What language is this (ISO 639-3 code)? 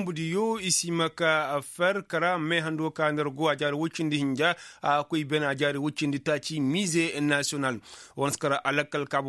ses